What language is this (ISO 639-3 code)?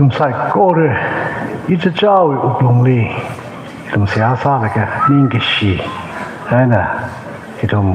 nmf